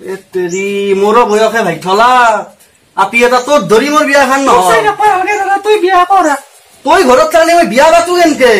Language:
Assamese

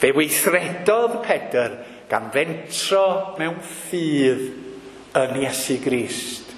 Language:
Welsh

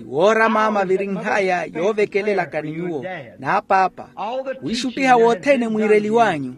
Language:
Makhuwa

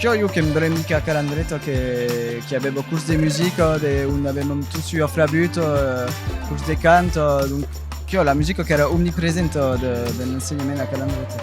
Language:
Occitan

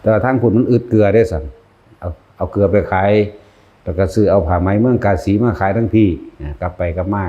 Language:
Northeastern Thai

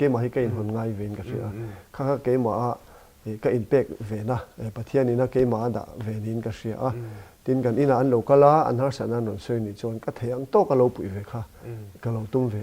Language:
Mizo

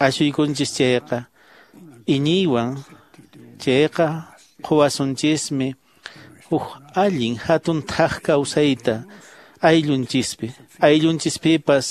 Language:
Quechua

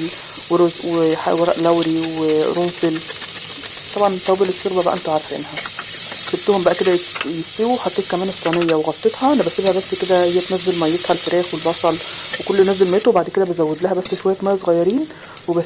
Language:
Egyptian Arabic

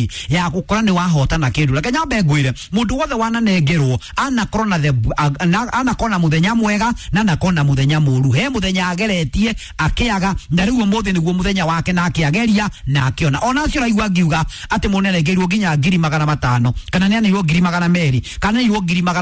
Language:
Kikuyu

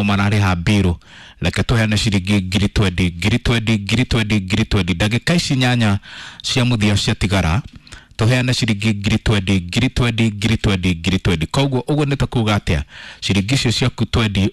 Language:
Kikuyu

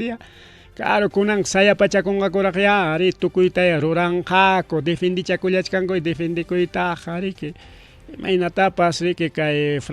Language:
Ayacucho Quechua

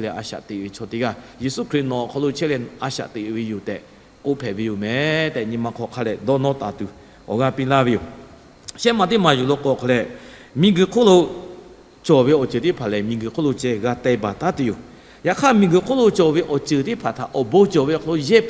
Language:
Lahu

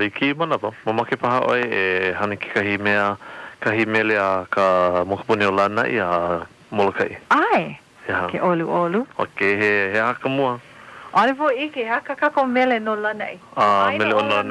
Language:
Hawaiian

